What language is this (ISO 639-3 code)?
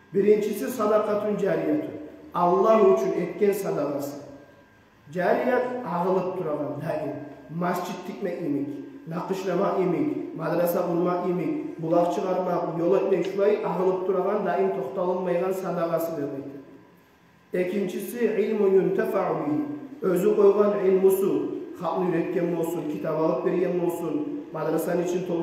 kum